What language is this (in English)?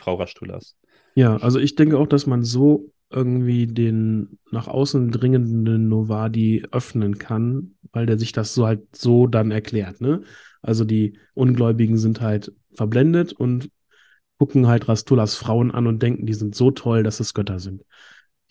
German